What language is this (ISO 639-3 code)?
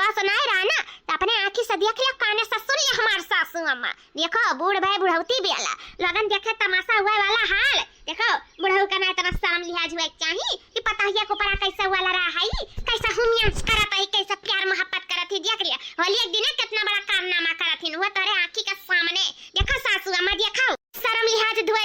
awa